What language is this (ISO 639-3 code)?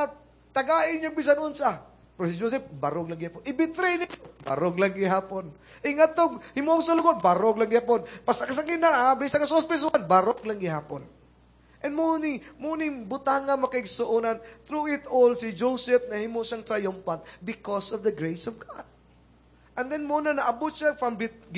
ceb